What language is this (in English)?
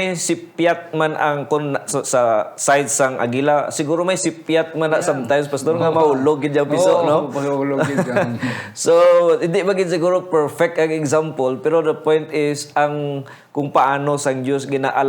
Hiligaynon